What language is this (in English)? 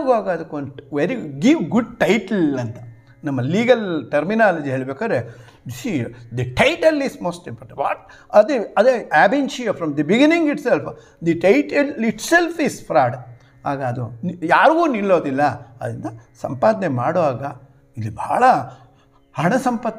Kannada